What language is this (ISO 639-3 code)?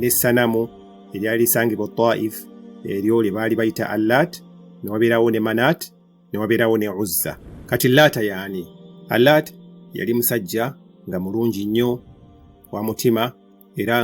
lug